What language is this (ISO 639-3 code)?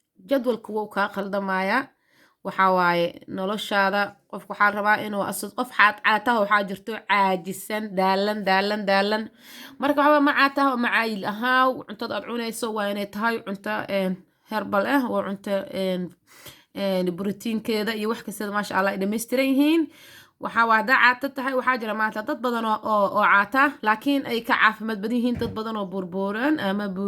som